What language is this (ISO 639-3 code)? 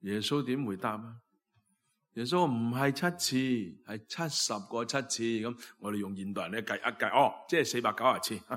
yue